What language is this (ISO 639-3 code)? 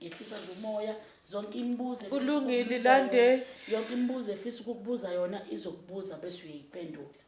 zul